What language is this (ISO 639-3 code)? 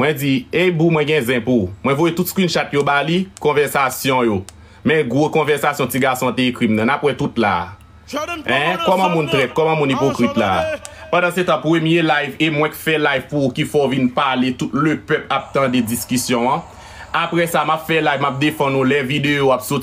hat